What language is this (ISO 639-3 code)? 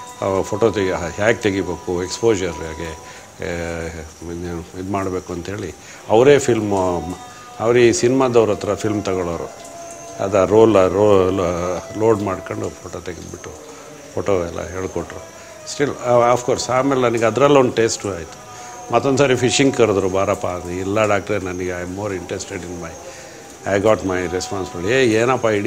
kan